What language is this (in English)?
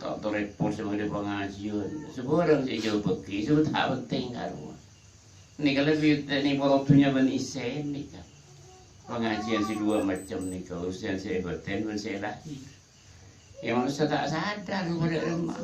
Madurese